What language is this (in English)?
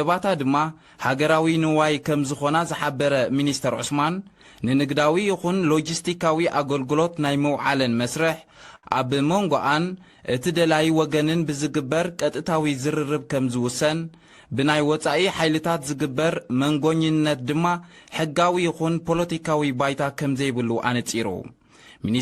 Tigrinya